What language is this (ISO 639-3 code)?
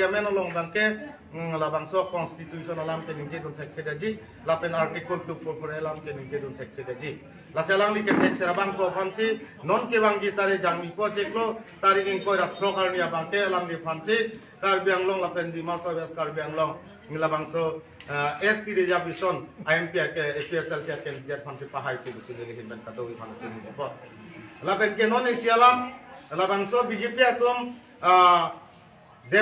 mjw